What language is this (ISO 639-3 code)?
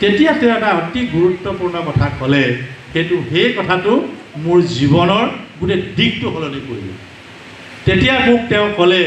asm